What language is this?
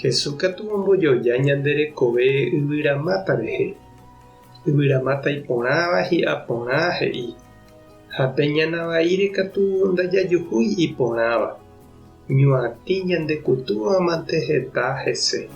Guarani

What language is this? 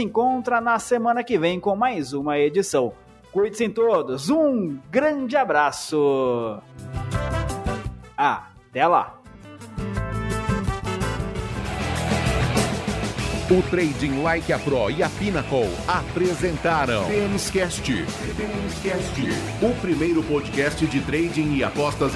Portuguese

